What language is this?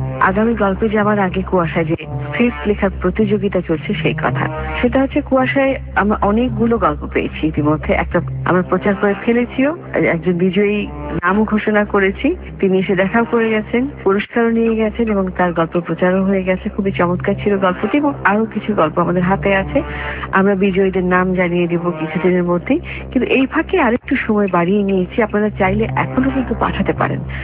Bangla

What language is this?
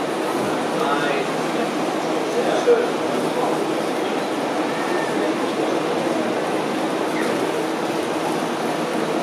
German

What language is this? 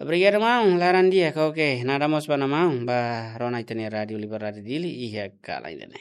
Tetum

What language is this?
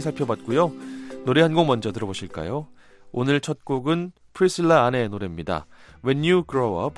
Korean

